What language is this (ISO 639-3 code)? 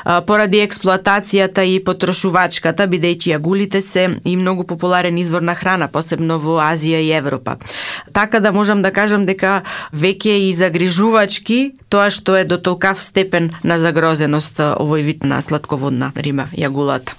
mkd